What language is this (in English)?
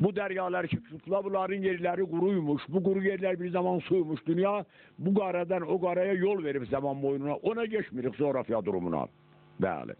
South Azerbaijani